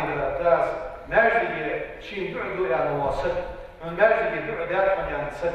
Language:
Ingush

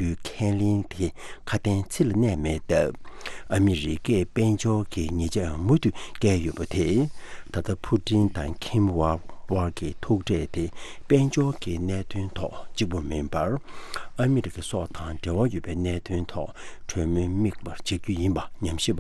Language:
Tibetan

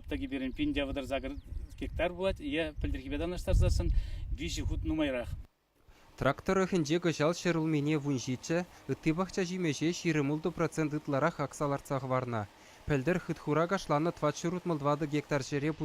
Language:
Chuvash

